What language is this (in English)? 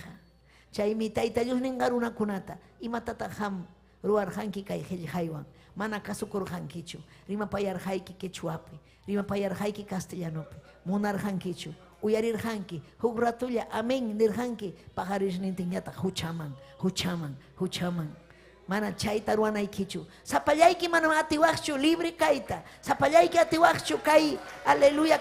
Ayacucho Quechua